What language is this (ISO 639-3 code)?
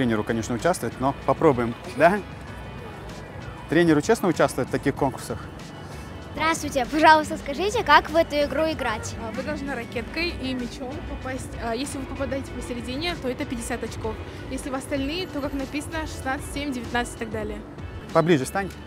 rus